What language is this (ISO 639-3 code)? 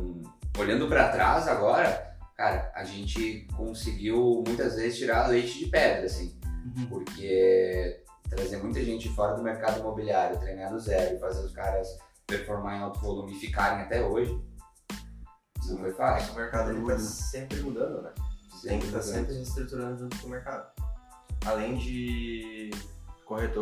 por